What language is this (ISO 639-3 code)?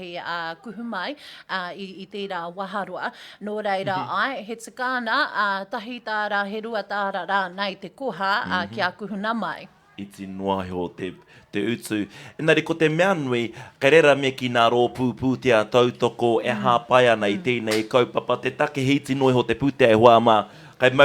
mri